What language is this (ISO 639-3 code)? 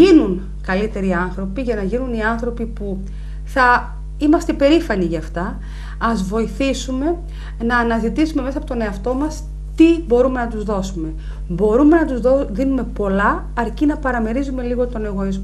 ell